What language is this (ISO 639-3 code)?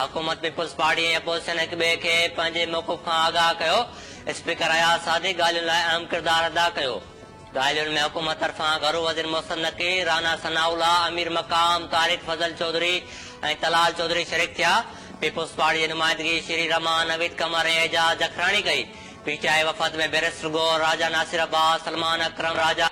snd